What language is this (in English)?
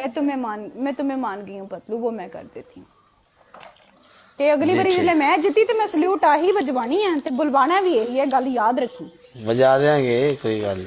Punjabi